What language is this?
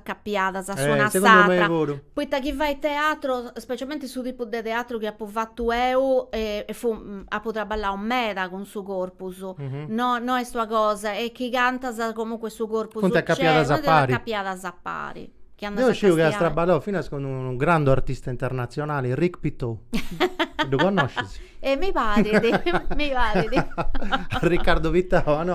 Sardinian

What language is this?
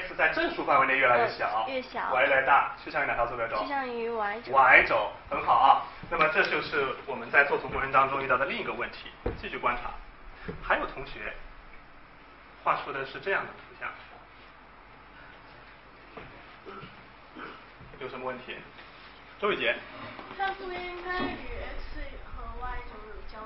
Chinese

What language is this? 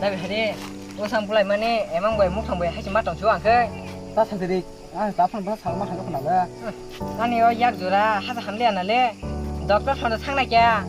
Kok Borok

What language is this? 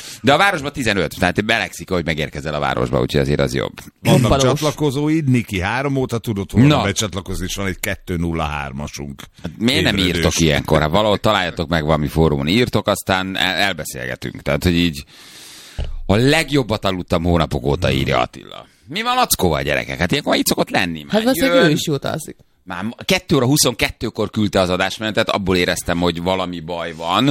Hungarian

